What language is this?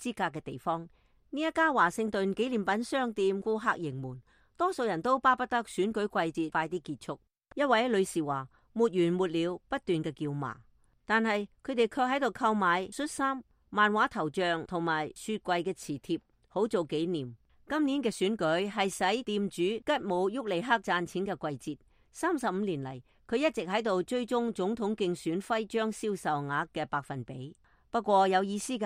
Cantonese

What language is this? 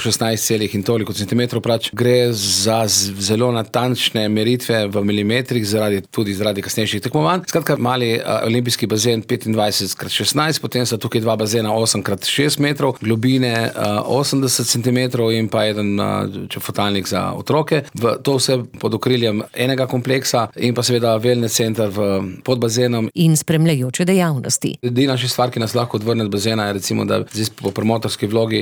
Slovenian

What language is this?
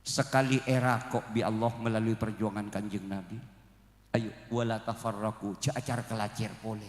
Madurese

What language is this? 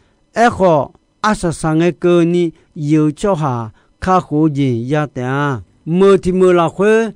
Akha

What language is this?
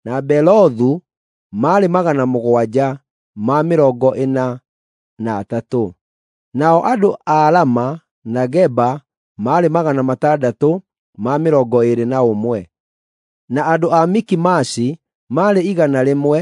Kikuyu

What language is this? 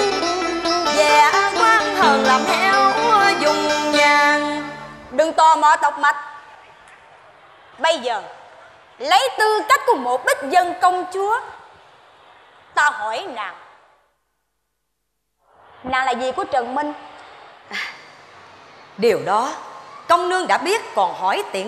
Vietnamese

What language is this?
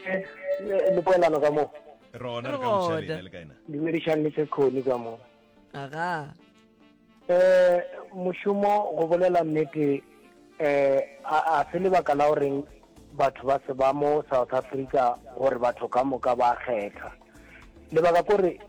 Northern Sotho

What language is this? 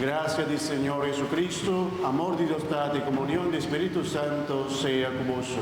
Papiamento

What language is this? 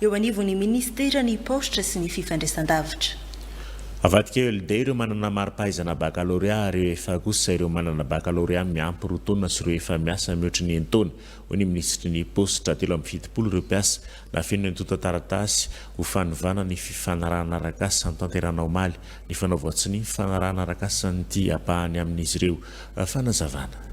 Malagasy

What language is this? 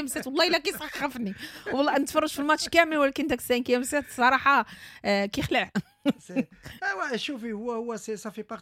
Moroccan Arabic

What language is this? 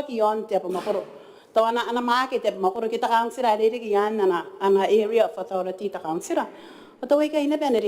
Gilbertese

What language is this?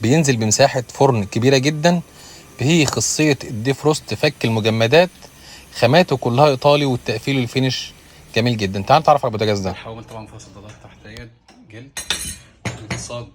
Egyptian Arabic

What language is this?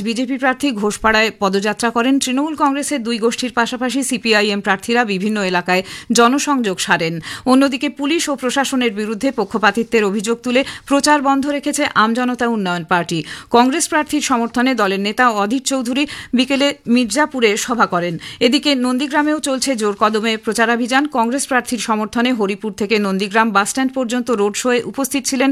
Bangla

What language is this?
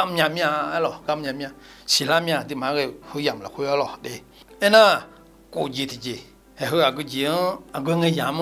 Akha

